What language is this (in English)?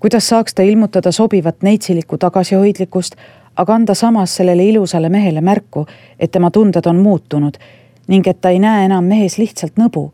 Estonian